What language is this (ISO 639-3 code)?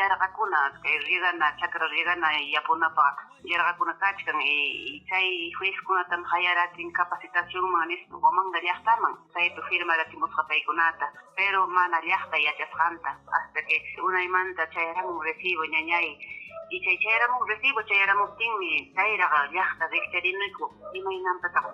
quy